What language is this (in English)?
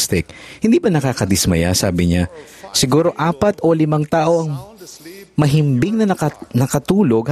Filipino